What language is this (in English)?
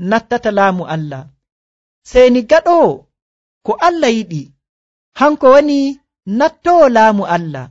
Nigerian Fulfulde